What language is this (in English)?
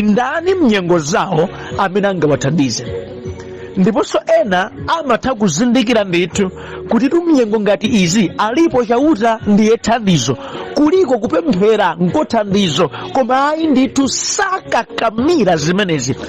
Nyanja